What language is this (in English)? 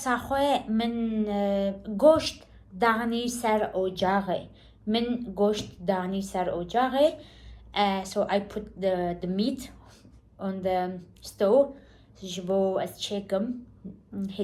Kurdish